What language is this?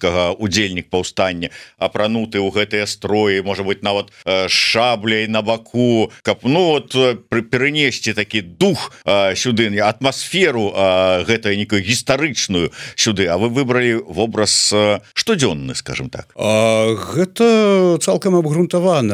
Belarusian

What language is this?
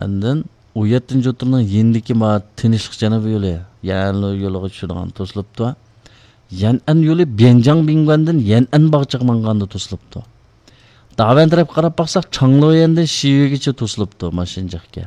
Uyghur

